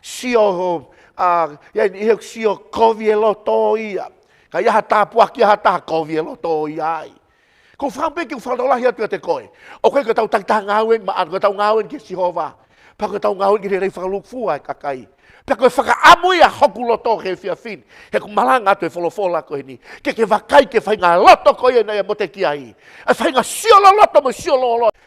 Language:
Tongan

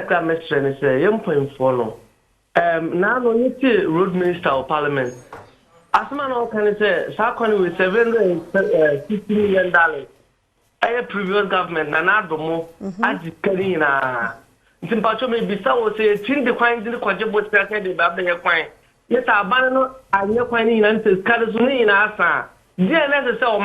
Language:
Akan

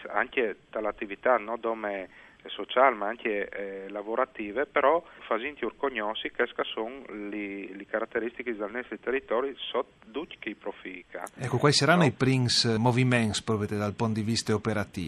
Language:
Friulian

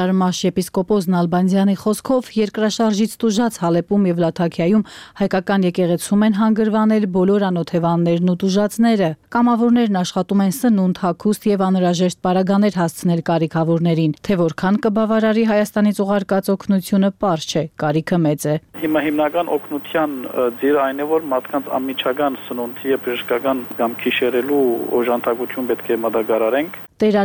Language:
Armenian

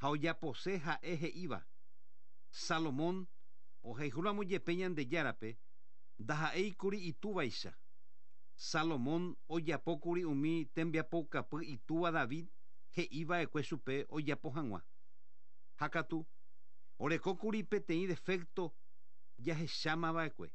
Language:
Guarani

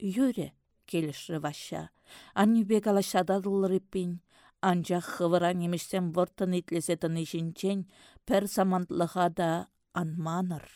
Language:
Chuvash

